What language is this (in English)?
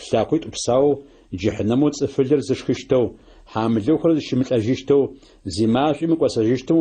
Adyghe